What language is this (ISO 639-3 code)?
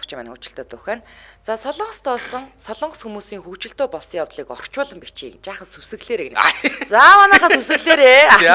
mon